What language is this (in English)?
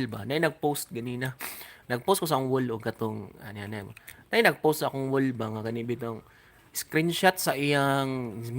Cebuano